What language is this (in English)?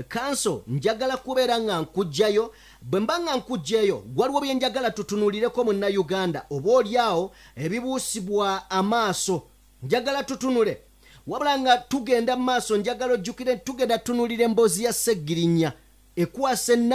Ganda